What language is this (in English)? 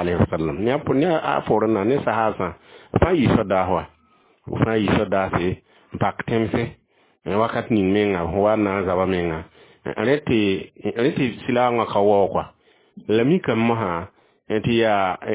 Mossi